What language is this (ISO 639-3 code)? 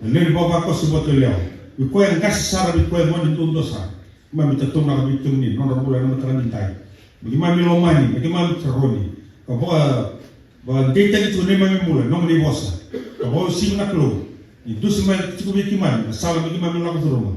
fij